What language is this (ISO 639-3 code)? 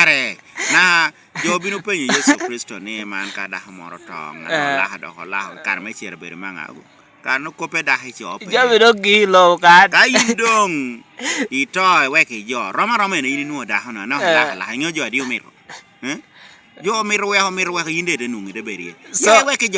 laj